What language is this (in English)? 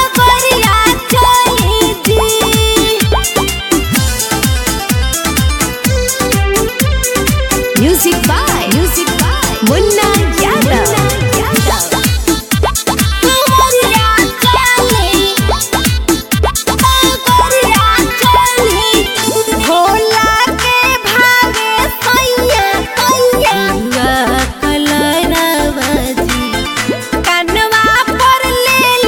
Bhojpuri